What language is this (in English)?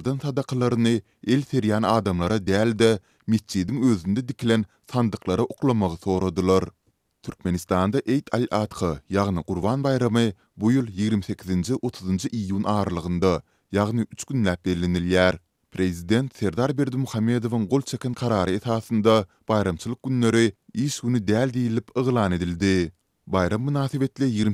Turkmen